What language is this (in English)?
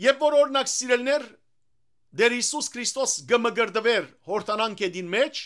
Western Armenian